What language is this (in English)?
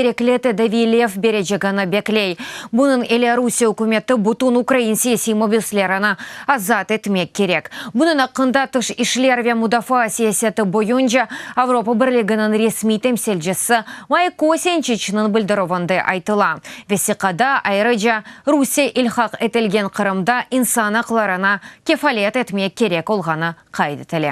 Crimean Tatar